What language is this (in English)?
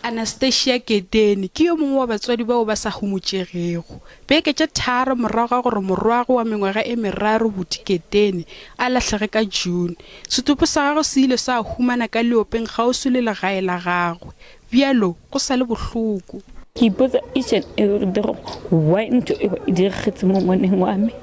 Northern Sotho